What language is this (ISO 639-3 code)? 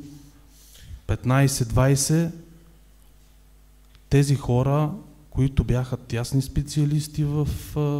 bul